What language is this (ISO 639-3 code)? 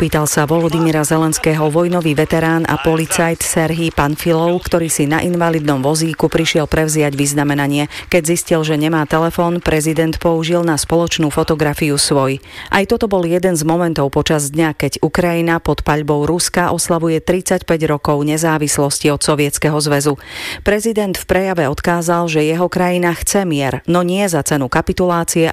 slk